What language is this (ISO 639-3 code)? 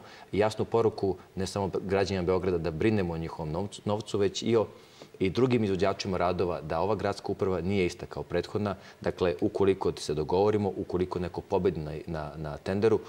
srp